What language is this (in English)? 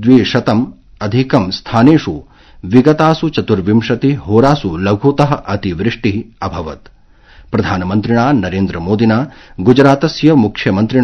Sanskrit